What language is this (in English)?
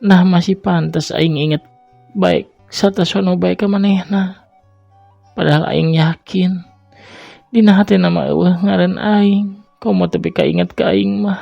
Sundanese